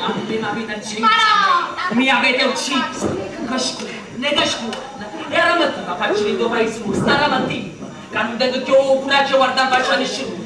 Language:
Neapolitan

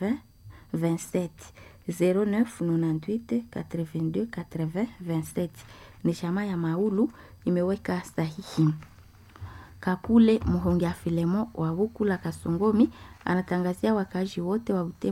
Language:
Swahili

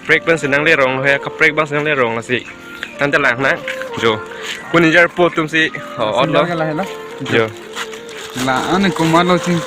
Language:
Karbi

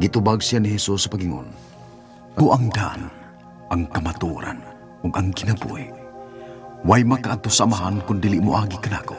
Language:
Cebuano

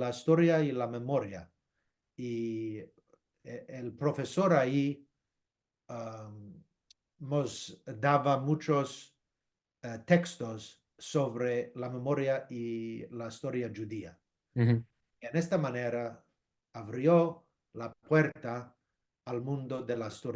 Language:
Ladino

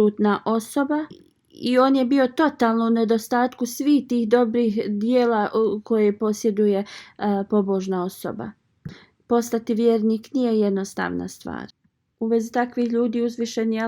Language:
Bosnian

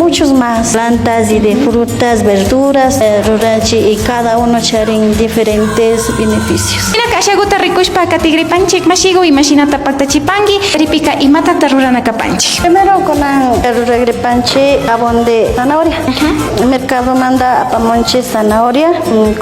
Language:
Imbabura Highland Quichua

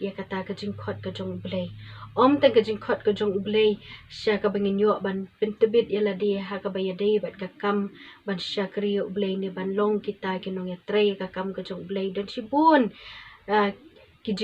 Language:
Khasi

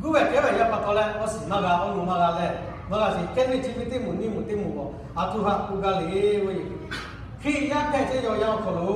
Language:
Lahu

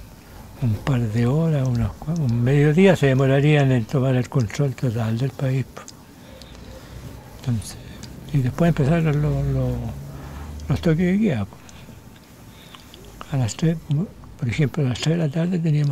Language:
Spanish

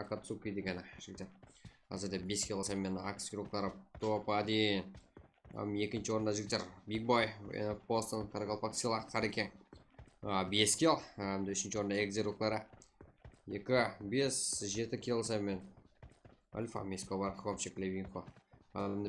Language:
Kara-Kalpak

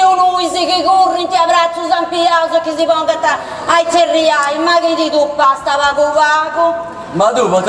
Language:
Sardinian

